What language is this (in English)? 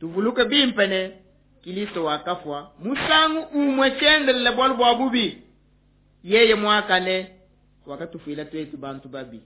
Luba-Lulua